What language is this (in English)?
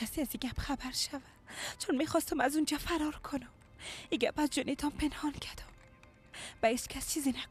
Persian